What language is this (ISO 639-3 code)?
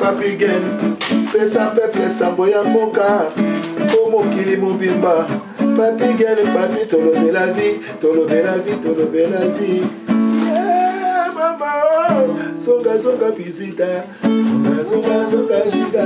lin